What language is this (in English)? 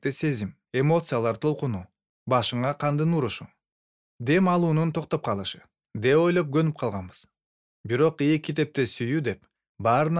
Kyrgyz